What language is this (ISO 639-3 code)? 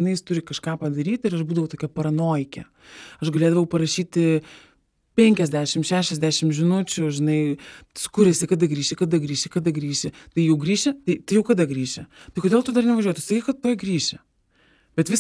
lit